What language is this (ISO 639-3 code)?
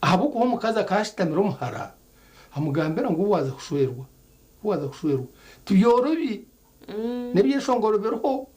nyn